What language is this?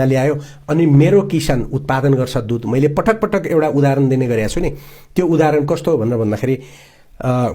Nepali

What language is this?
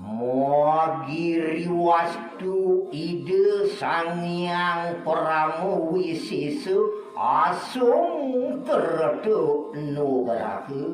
Balinese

